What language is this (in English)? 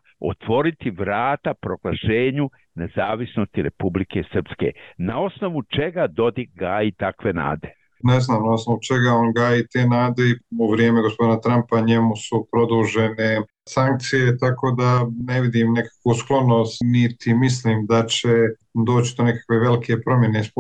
Bosnian